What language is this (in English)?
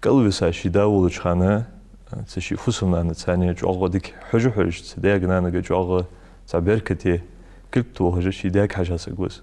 Ingush